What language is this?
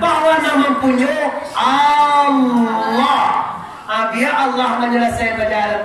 Minangkabau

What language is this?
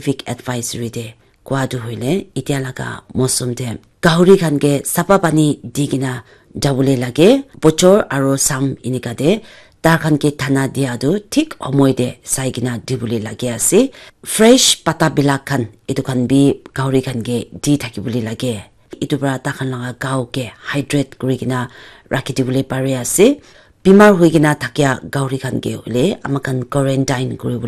Naga Pidgin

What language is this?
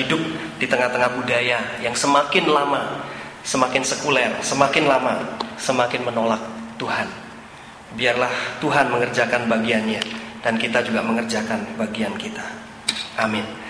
Indonesian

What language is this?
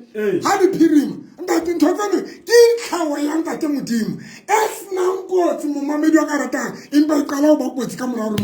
Southern Sotho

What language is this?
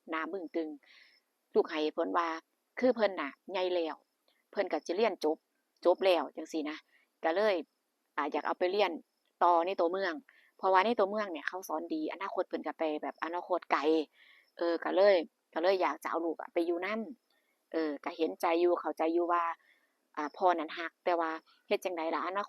Lao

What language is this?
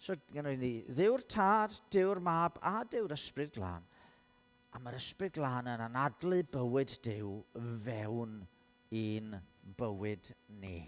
Welsh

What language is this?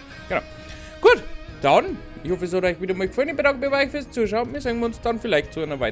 Bavarian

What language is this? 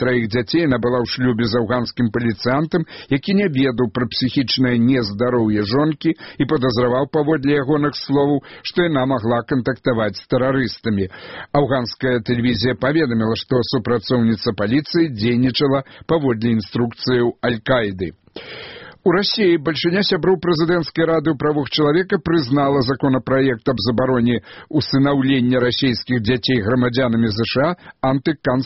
Belarusian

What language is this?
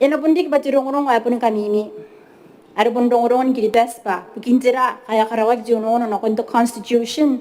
Gilbertese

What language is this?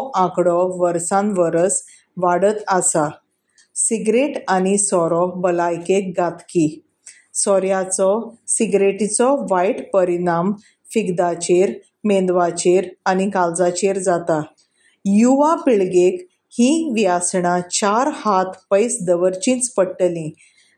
Konkani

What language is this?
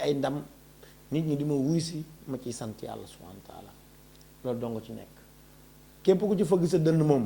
Wolof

